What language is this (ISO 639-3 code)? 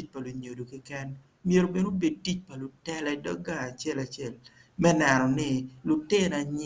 ach